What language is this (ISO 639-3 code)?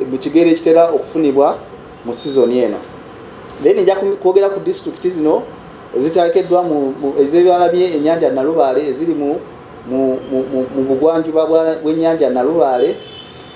lug